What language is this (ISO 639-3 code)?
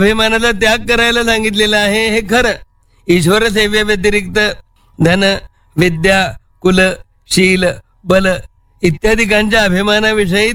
mar